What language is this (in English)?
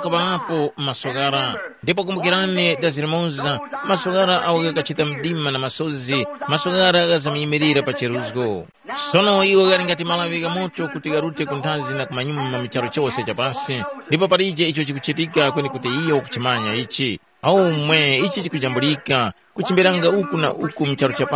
Tumbuka